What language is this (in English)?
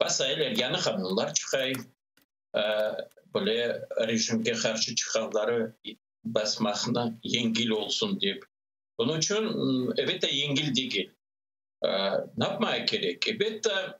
Crimean Tatar